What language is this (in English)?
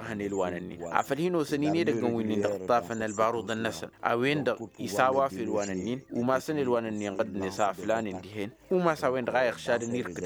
Tamasheq